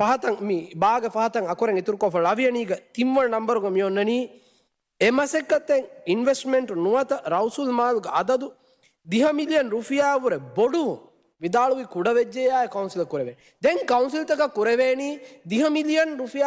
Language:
Divehi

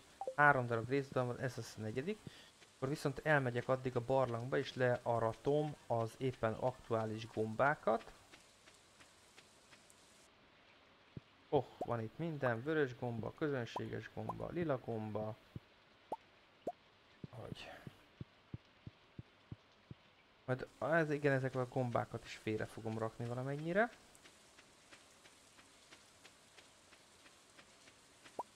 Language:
Hungarian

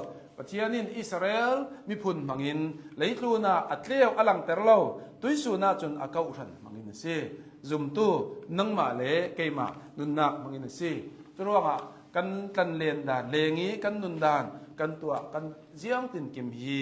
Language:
Hakha Chin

